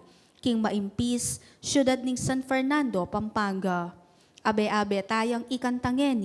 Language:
Pampanga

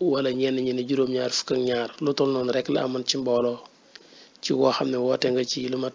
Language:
Wolof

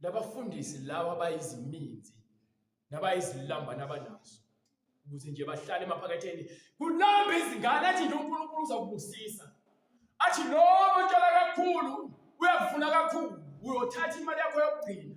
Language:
Zulu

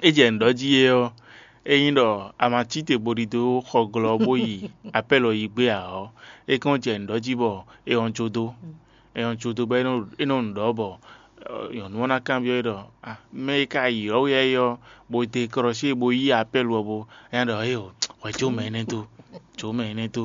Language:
Fon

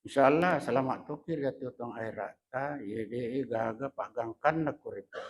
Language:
Buginese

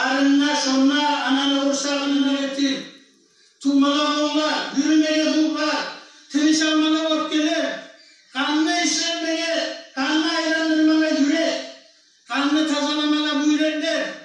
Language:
Kumyk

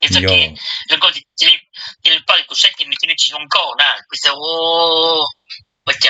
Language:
Hmong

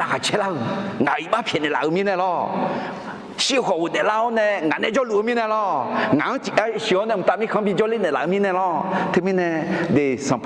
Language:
Akha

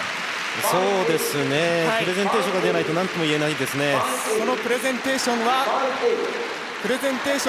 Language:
Japanese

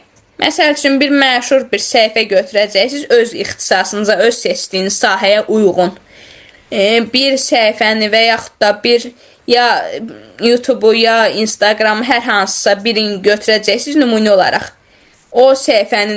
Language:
Azerbaijani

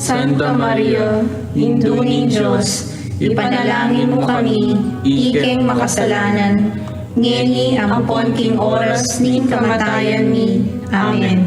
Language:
Pampanga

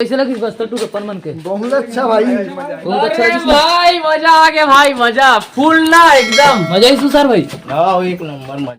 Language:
Chhattisgarhi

